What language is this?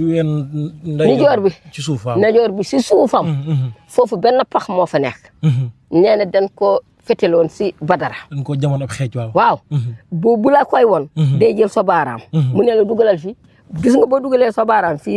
Wolof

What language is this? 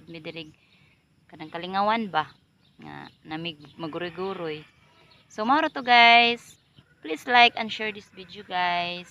Cebuano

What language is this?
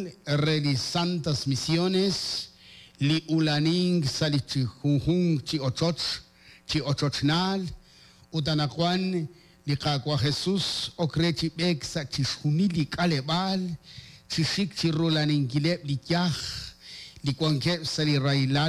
Kekchí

